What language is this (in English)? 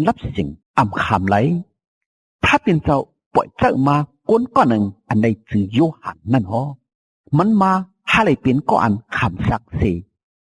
Shan